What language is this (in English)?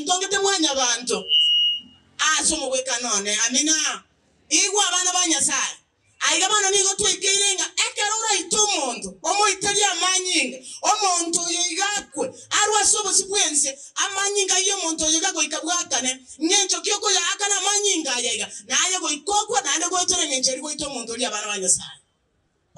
Gusii